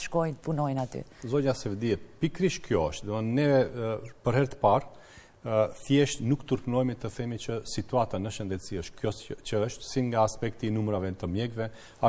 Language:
Albanian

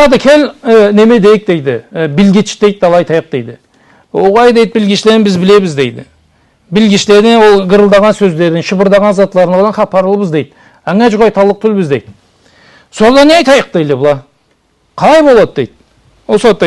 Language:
Karachay-Balkar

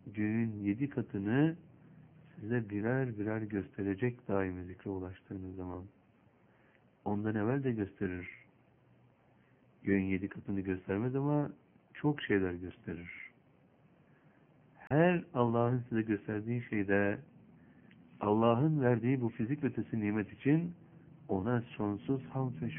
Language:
Turkish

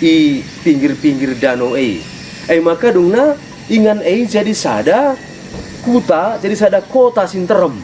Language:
Batak Karo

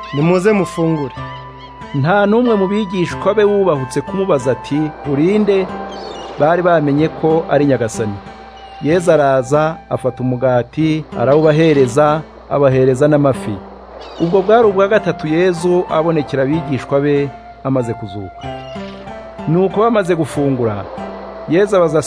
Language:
Kinyarwanda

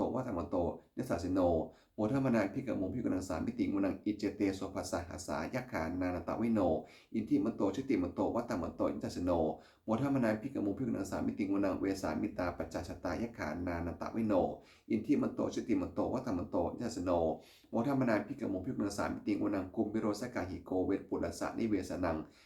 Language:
Pali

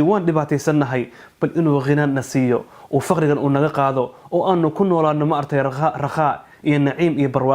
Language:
Somali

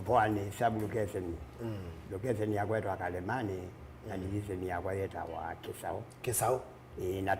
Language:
Kamba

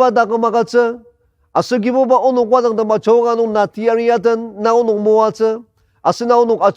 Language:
Ao Naga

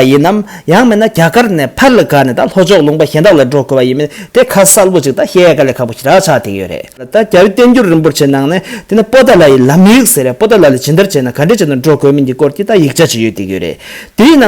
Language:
Tibetan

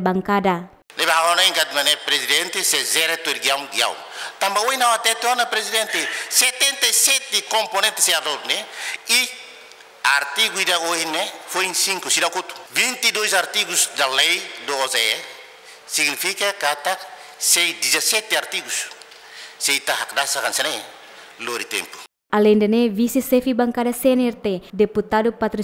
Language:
Tetum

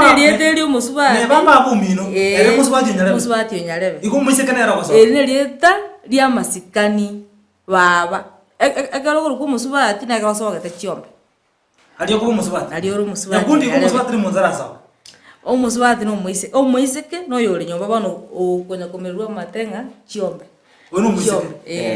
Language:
Gusii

